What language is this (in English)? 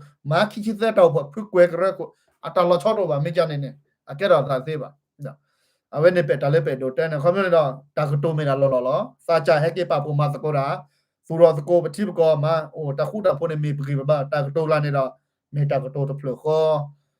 S'gaw Karen